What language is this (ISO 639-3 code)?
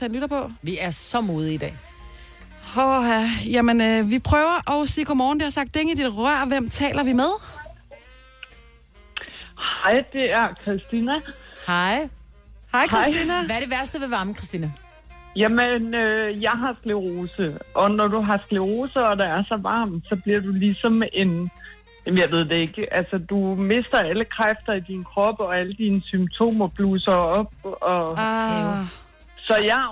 dan